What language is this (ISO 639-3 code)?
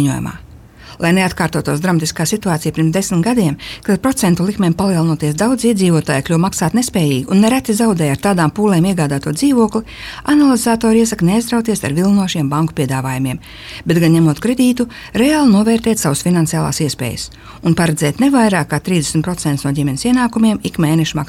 lav